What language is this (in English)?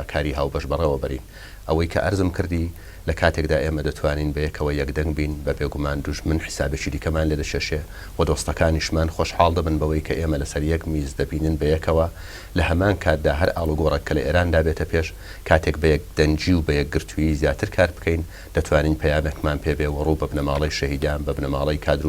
Central Kurdish